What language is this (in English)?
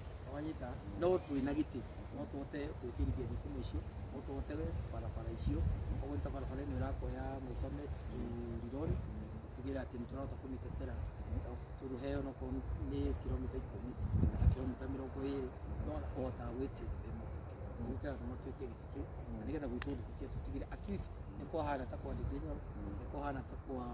Kikuyu